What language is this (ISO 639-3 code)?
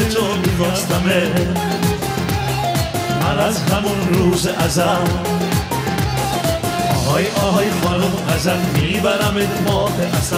fas